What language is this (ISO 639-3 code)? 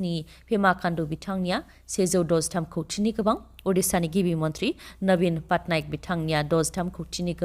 brx